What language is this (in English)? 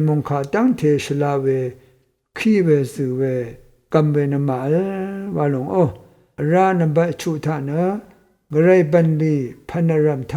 Rawang